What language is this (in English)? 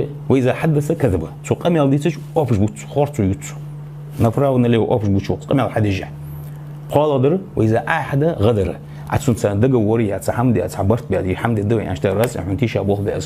Ingush